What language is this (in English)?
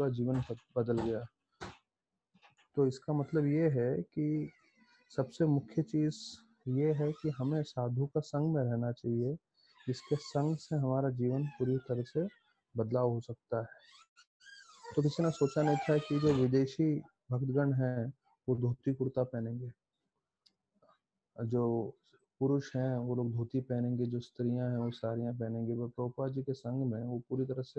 Hindi